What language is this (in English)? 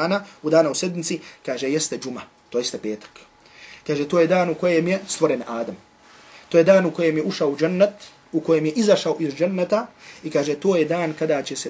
Bosnian